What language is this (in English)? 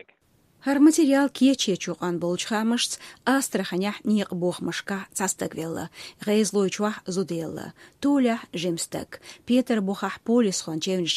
Chechen